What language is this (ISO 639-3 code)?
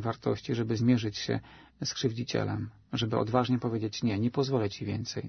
pol